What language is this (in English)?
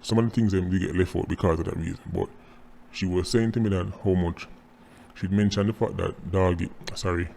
Jamaican Creole English